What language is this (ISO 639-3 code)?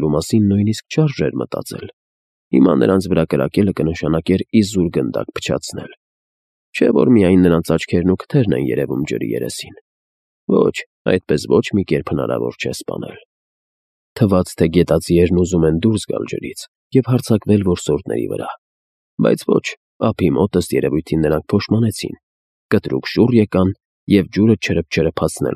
hye